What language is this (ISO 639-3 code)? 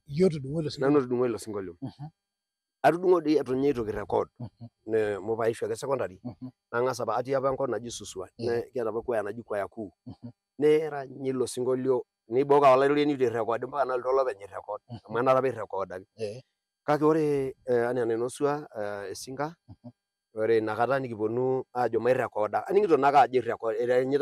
mas